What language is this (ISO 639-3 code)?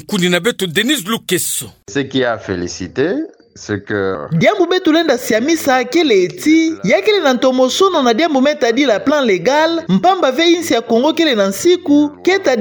ktu